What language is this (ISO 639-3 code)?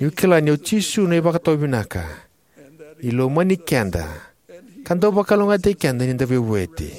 fij